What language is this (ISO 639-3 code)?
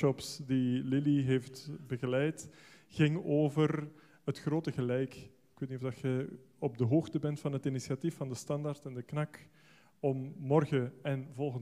nld